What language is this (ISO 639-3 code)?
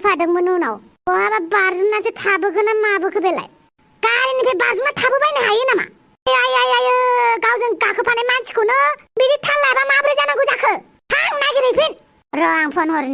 brx